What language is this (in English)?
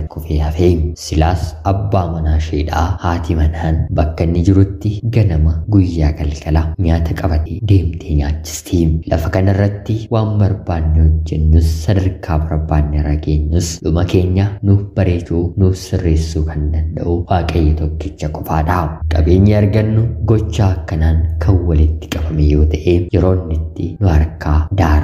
Oromo